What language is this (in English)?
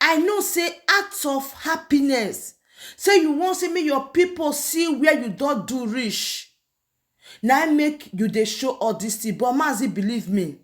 Nigerian Pidgin